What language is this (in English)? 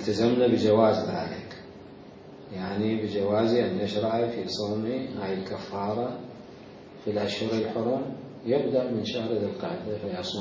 Mesopotamian Arabic